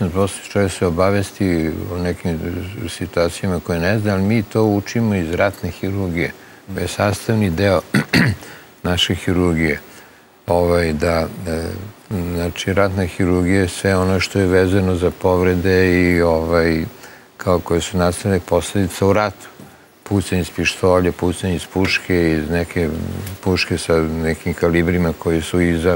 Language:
Serbian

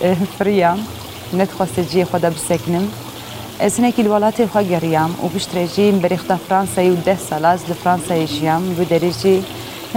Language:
Kurdish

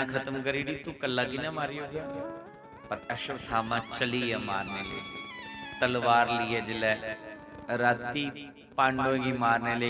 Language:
Dogri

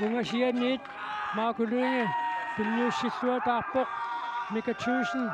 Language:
Kalaallisut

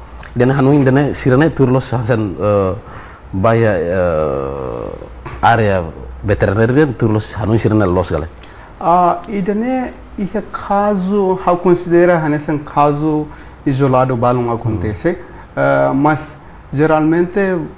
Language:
Tetum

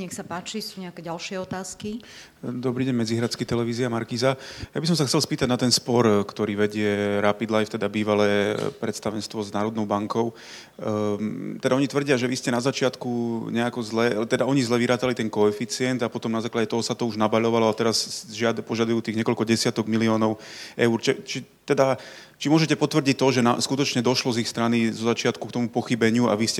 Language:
Slovak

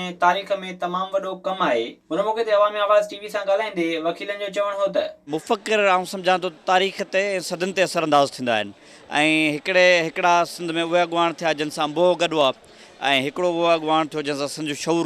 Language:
Sindhi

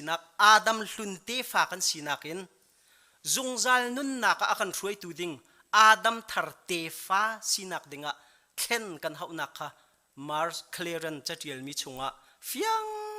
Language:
Hakha Chin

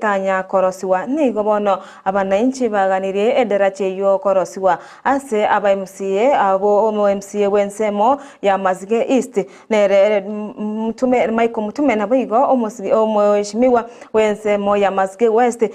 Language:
Gusii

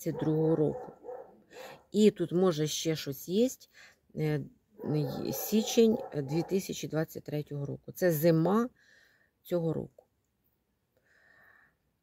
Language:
Ukrainian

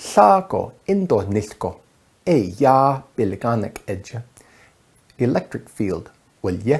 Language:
Navajo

